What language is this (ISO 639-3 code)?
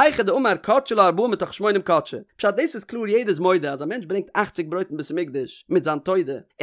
yid